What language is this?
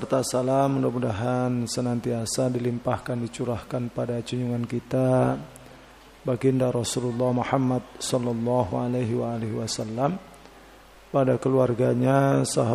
Indonesian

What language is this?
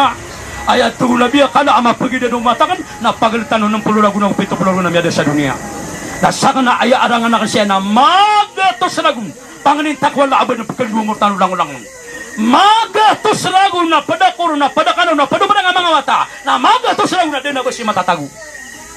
Maranao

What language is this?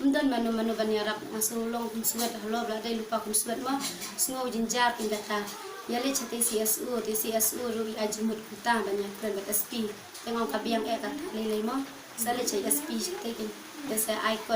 Khasi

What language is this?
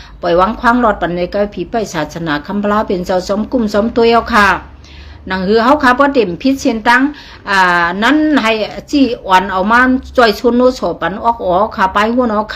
Shan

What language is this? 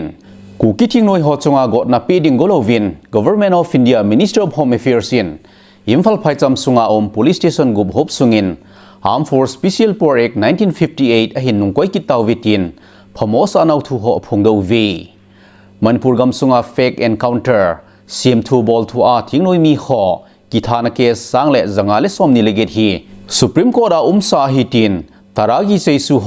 Thado Chin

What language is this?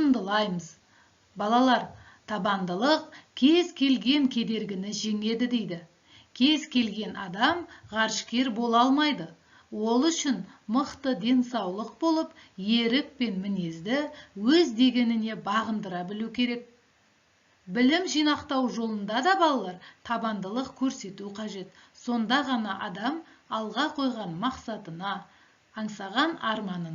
Kazakh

